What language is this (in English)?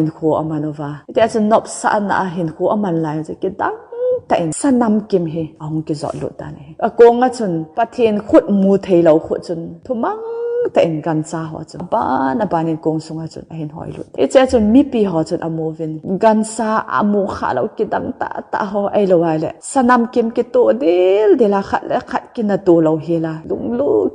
Thado Chin